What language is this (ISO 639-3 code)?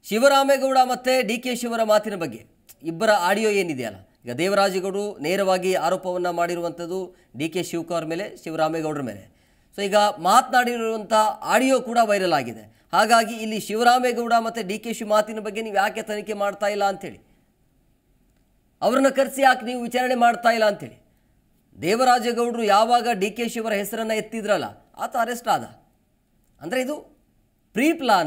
kan